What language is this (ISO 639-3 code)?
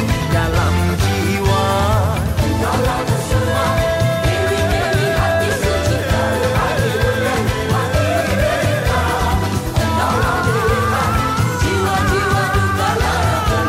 msa